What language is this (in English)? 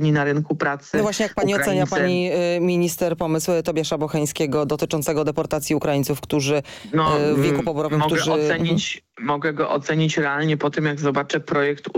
Polish